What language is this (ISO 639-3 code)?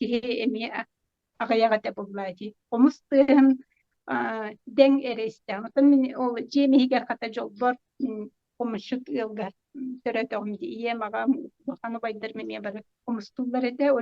sah